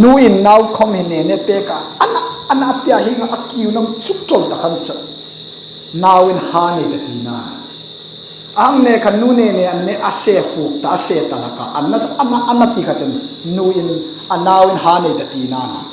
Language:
Hmar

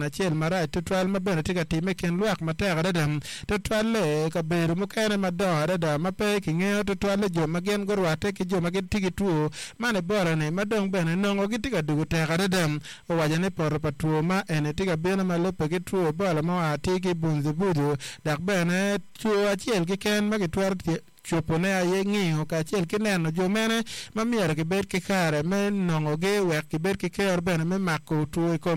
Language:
Acoli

